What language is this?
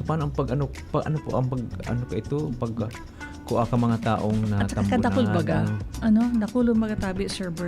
Bikol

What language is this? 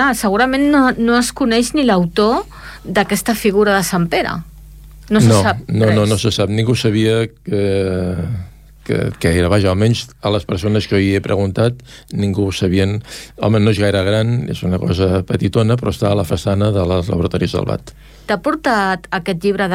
Catalan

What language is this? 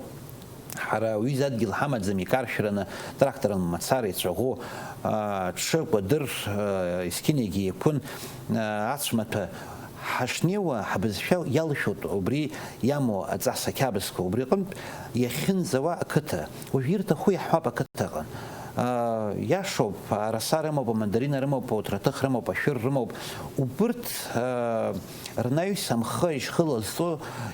Abkhazian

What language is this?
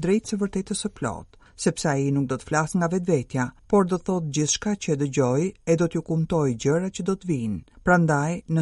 Albanian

